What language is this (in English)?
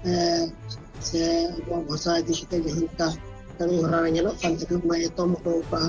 Santali